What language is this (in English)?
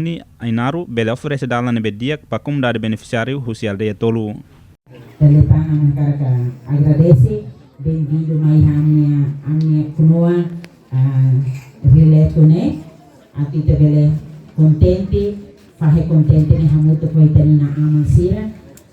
Tetum